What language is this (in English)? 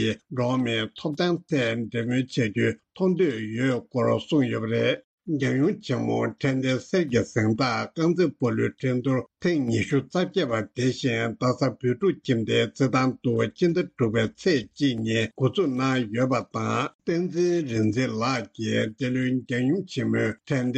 Tibetan